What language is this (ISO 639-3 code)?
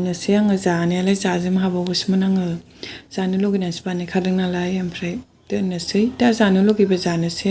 brx